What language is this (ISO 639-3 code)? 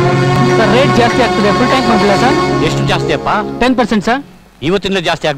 kan